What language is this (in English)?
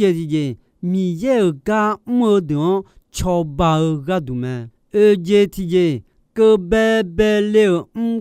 Akha